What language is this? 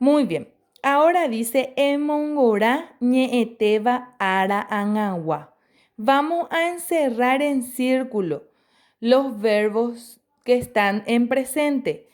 Guarani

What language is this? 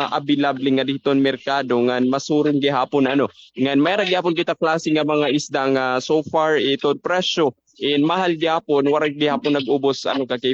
Waray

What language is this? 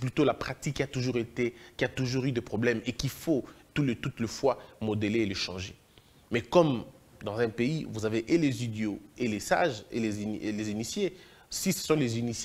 French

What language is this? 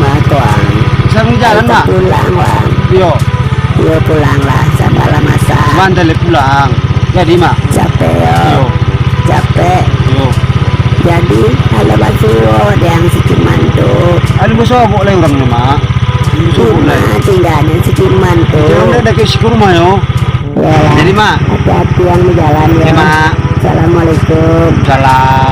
Minangkabau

